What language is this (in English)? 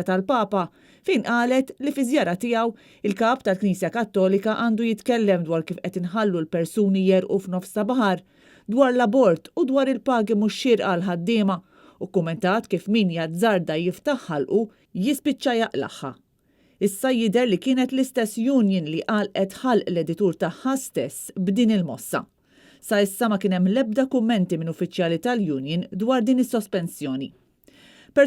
Maltese